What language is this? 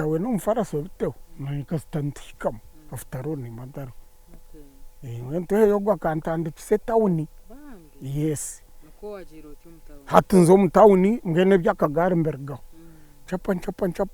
Nyankole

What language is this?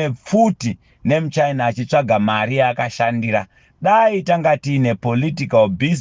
Shona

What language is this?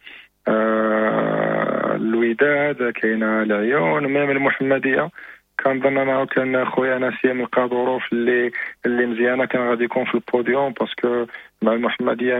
Moroccan Arabic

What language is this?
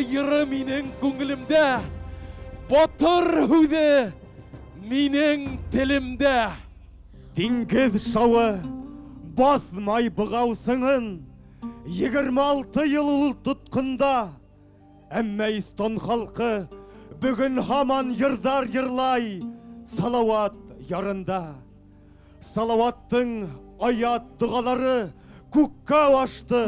Bashkir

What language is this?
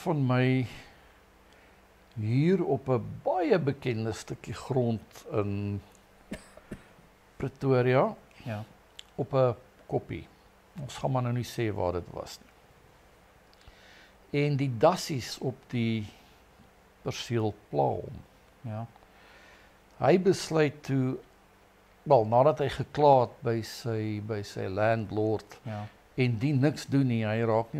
Afrikaans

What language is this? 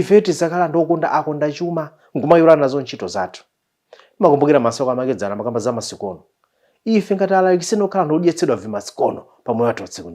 Nyanja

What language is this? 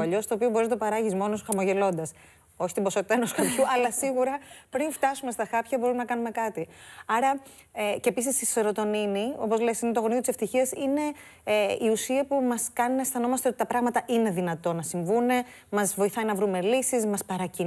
Greek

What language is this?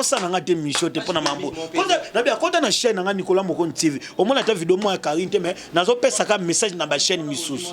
Lingala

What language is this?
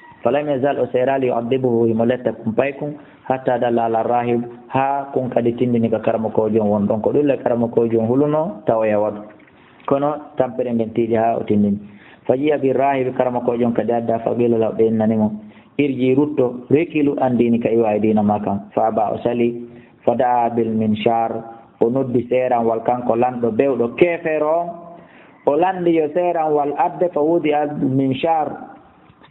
Fula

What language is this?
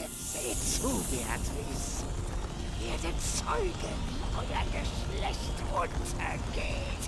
Bavarian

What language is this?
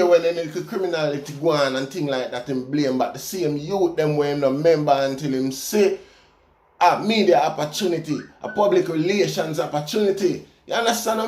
Jamaican Creole English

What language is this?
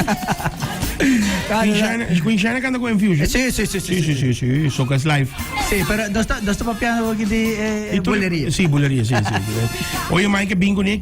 Papiamento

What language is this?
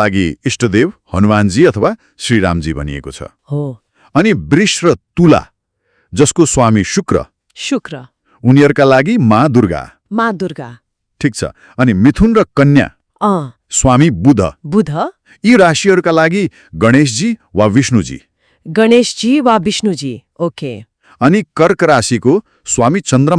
Nepali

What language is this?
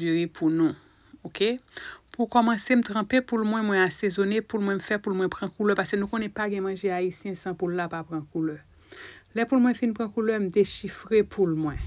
Haitian Creole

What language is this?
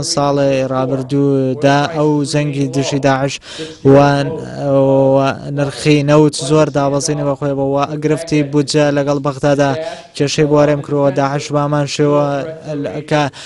Central Kurdish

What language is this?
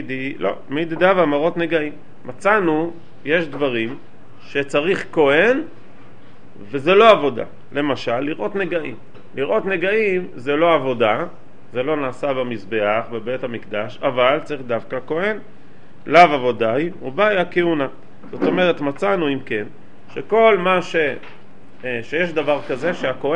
Hebrew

